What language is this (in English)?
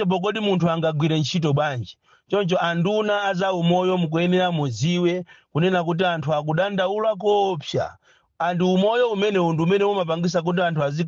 Nyanja